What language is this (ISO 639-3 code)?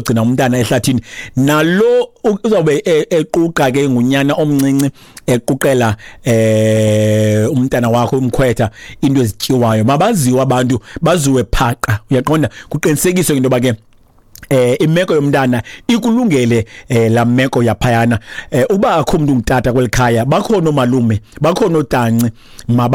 xho